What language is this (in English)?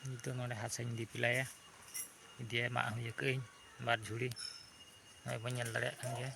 Santali